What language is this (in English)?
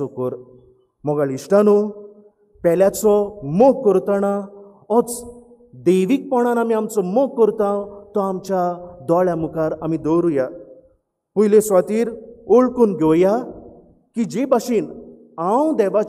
Konkani